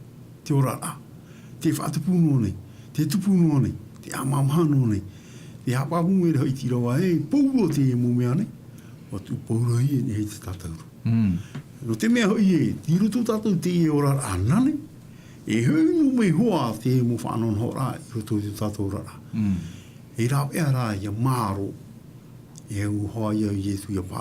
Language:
Tahitian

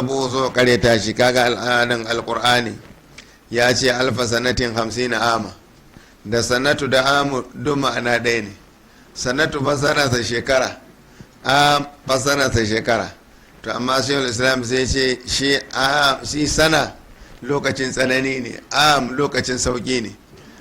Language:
Hausa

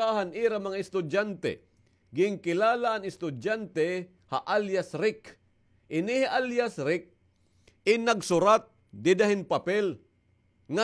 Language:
Waray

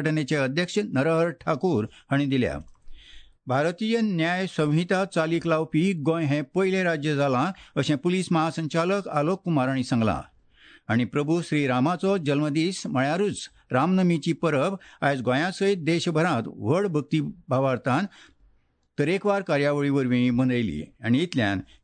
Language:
Konkani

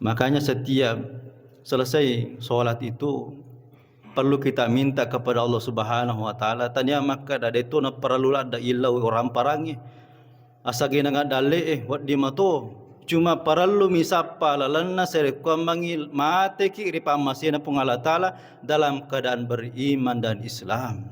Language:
Buginese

